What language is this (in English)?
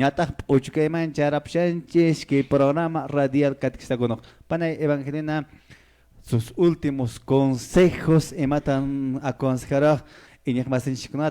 Quechua